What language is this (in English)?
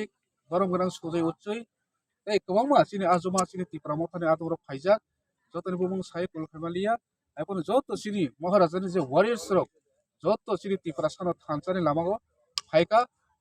Kok Borok